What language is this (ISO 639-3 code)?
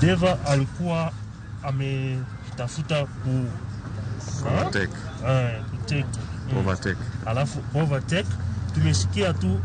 luo